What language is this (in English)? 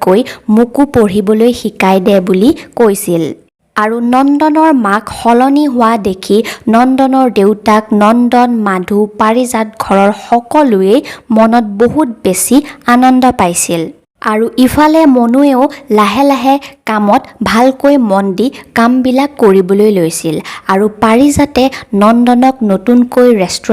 Assamese